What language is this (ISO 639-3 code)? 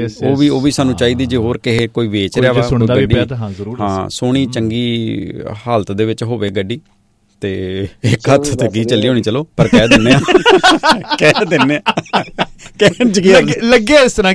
pan